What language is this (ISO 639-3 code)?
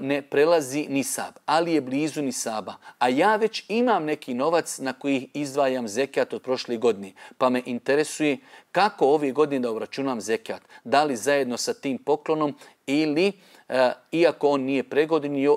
bos